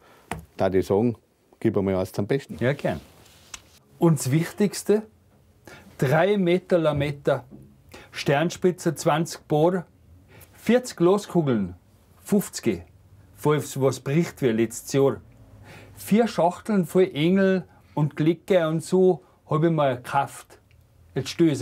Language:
Bavarian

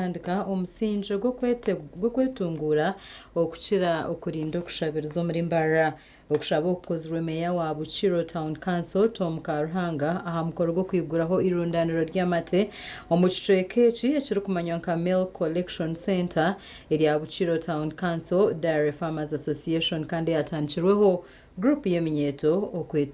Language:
Nyankole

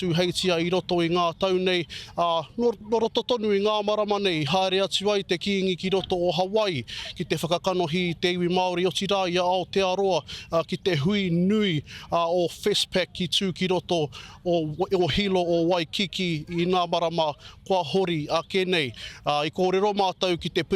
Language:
Māori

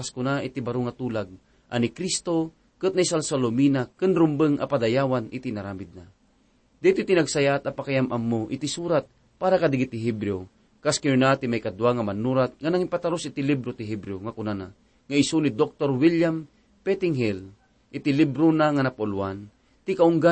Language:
Iloko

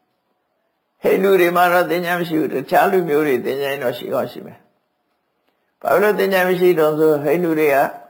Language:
Burmese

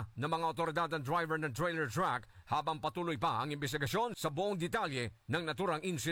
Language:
Filipino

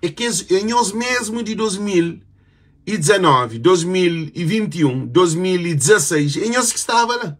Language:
Kabuverdianu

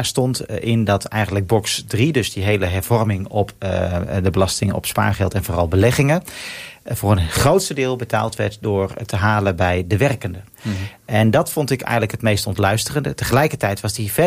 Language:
Dutch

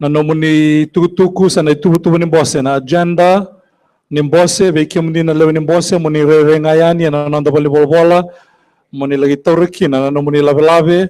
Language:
Fijian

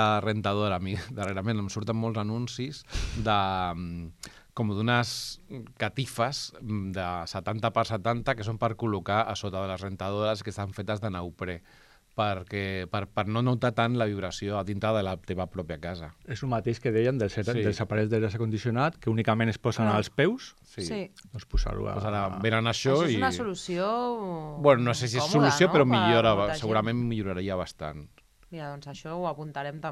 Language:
Catalan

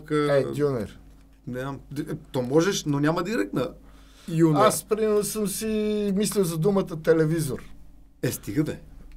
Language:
Bulgarian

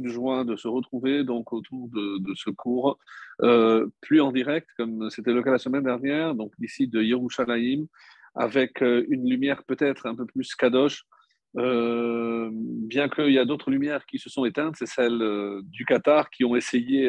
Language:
French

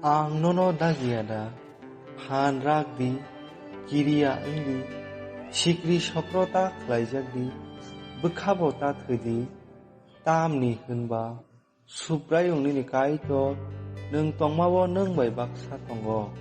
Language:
Kok Borok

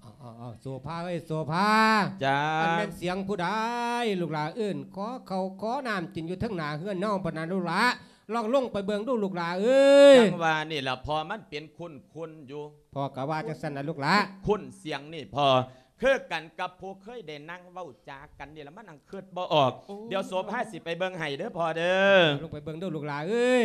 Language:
Lao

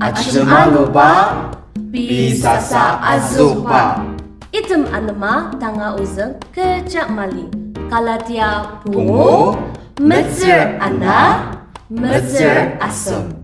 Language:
Ao Naga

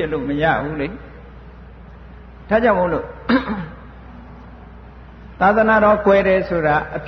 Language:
Burmese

